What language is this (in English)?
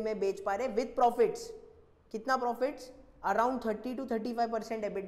Hindi